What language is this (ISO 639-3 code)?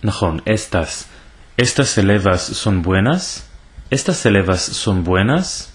lad